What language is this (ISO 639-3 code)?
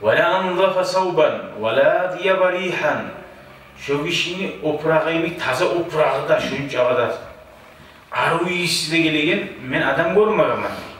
kum